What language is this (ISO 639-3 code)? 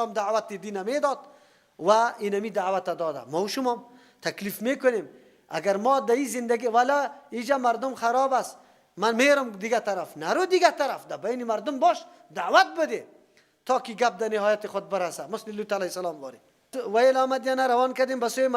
fas